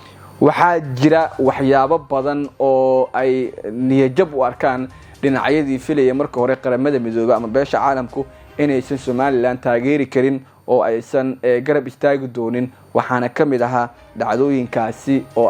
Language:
Somali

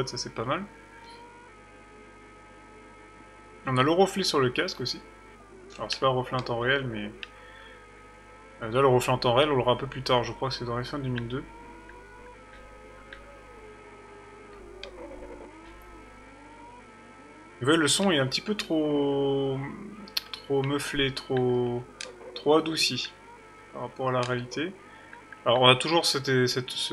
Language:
French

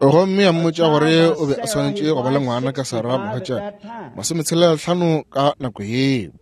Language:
Northern Sotho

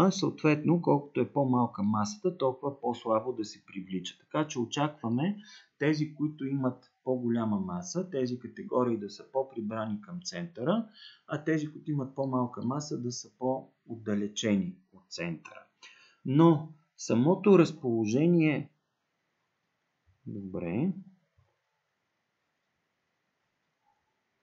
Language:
Bulgarian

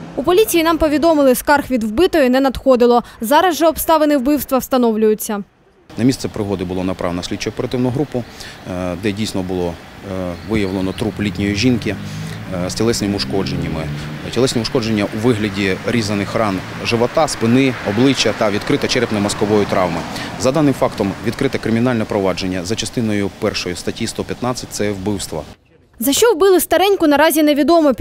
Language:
Ukrainian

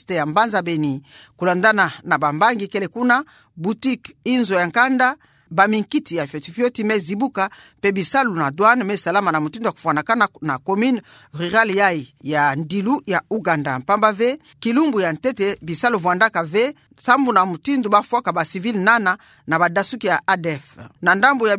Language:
Kituba (Democratic Republic of Congo)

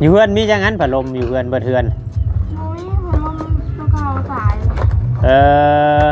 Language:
Northeastern Thai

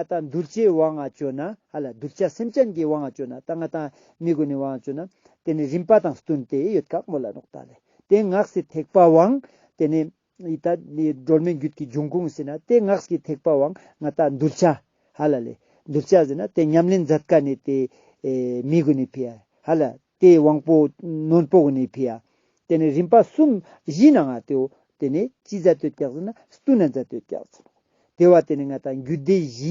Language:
Ladakhi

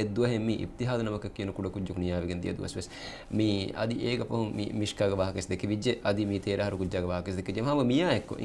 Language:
Divehi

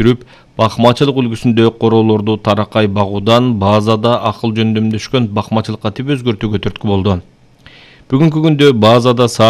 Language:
Kyrgyz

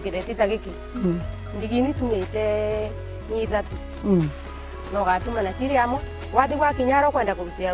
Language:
Meru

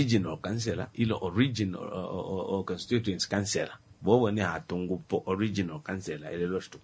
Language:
Kuanyama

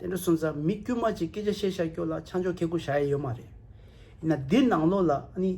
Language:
Tibetan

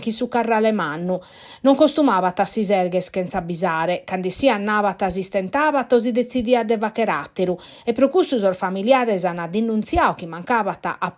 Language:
Sardinian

